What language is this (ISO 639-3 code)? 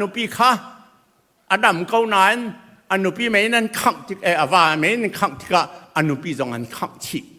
cnh